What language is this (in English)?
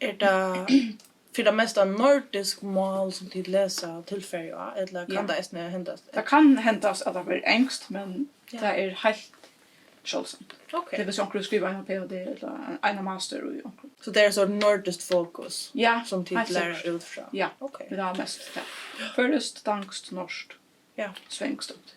Faroese